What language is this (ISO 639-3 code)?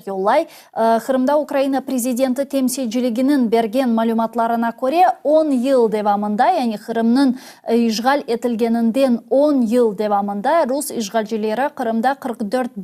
crh